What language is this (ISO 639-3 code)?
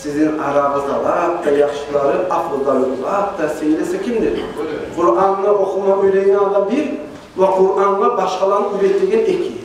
kum